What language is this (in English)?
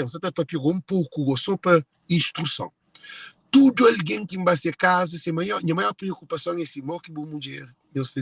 Kabuverdianu